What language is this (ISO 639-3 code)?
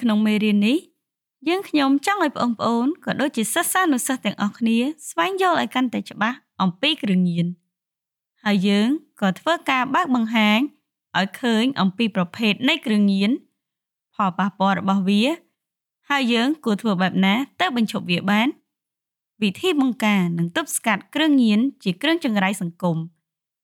khm